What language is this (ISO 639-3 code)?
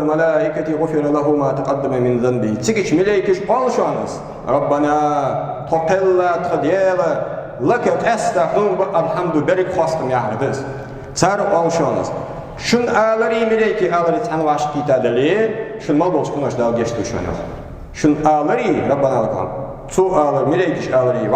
inh